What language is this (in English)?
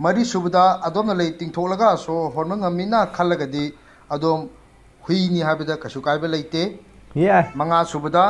Manipuri